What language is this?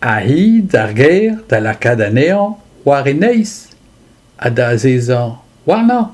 Breton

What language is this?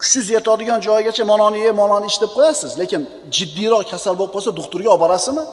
Uzbek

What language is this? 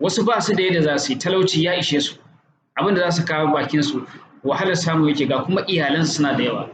Hausa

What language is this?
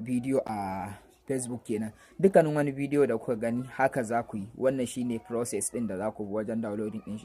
Hausa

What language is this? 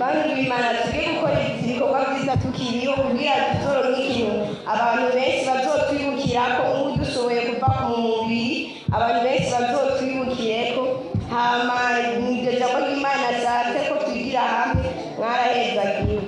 Rundi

